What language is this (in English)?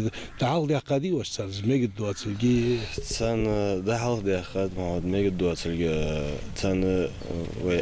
Ingush